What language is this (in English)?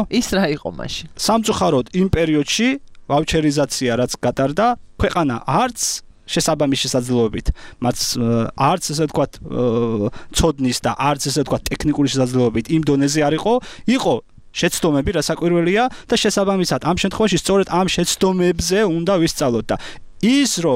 Georgian